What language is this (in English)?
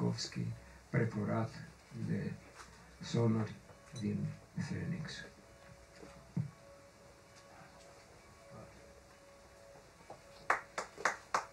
Romanian